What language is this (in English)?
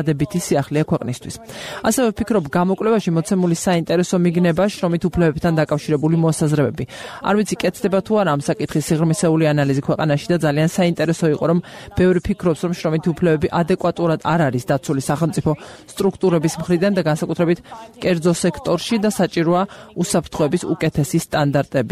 Georgian